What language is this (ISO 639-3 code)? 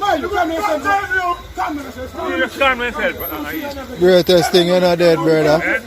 jam